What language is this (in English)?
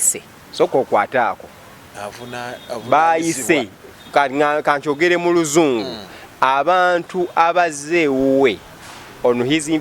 Ganda